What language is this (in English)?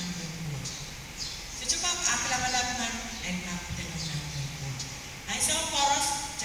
Pohnpeian